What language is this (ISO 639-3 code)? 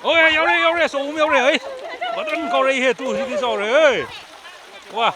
mni